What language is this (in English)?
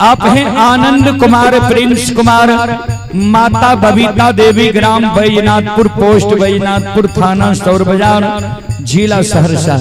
Maithili